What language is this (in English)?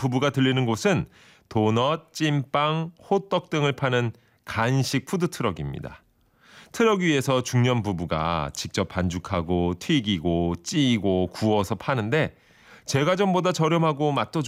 Korean